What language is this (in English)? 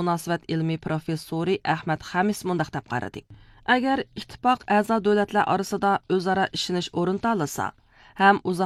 Uyghur